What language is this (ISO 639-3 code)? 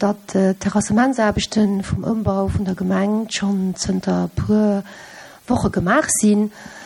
ltz